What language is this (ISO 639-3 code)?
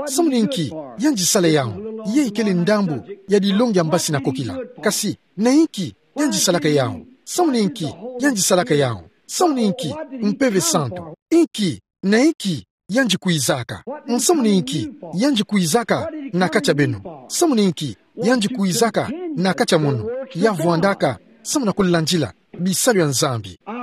ktu